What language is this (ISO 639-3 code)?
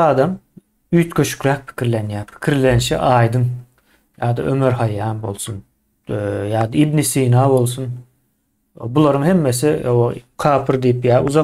tuk